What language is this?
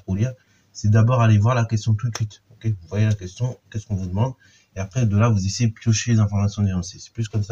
French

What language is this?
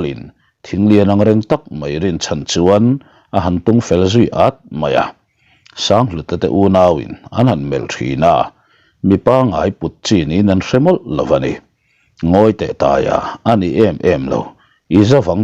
Mizo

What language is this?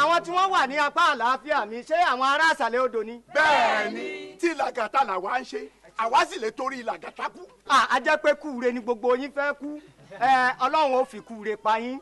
Yoruba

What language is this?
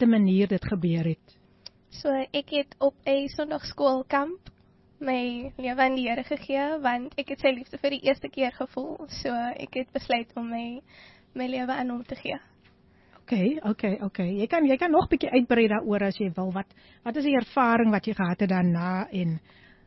Afrikaans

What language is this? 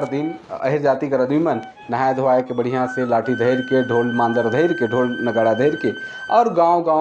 Sadri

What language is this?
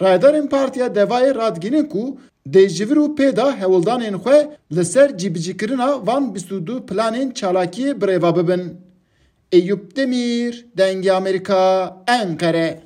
Kurdish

